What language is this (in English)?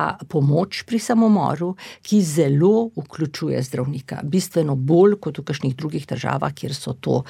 Slovenian